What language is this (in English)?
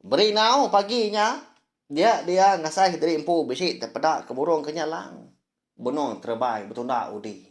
Iban